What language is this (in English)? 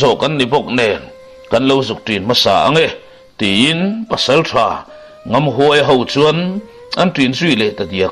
Mizo